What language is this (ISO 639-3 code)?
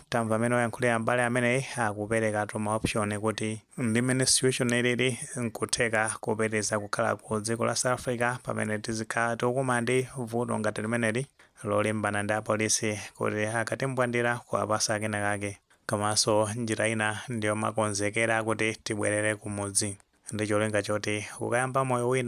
nya